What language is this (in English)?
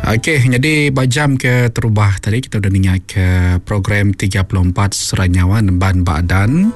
Iban